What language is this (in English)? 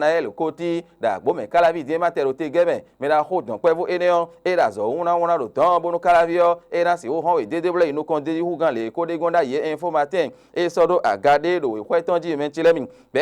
Fon